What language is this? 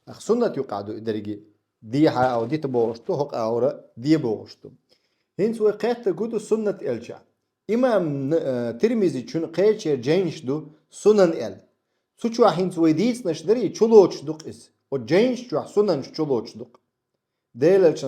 Chechen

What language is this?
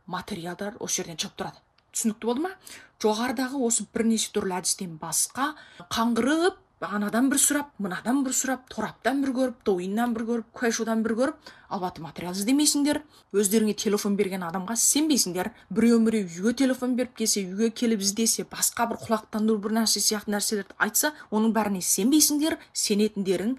Kazakh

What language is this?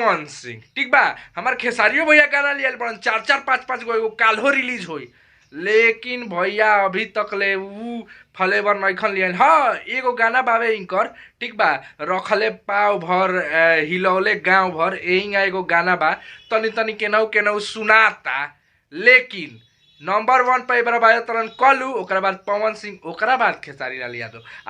Bhojpuri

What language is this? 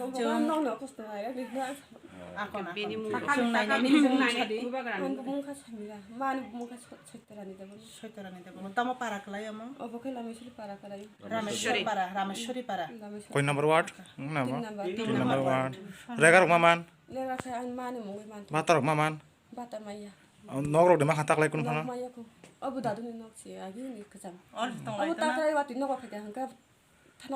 Kok Borok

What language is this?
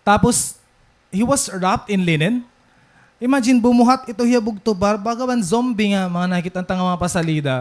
Waray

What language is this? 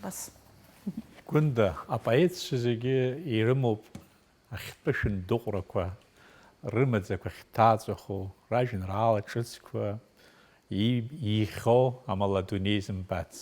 Abkhazian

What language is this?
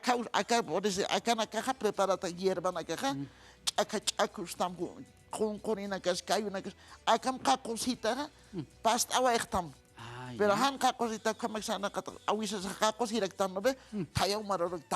Aymara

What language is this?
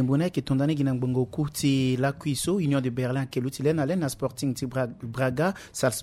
Sango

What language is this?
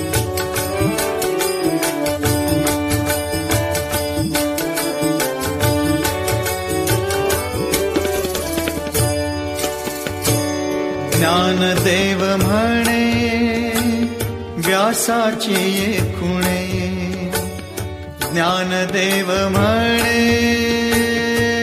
Marathi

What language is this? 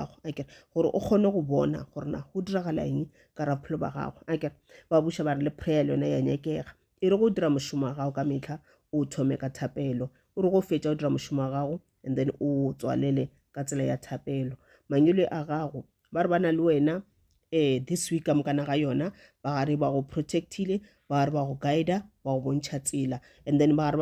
Northern Sotho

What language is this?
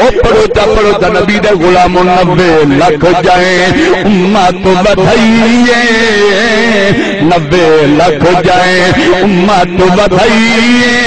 Saraiki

